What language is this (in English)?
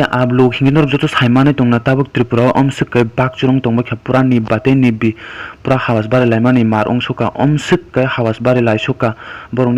Kok Borok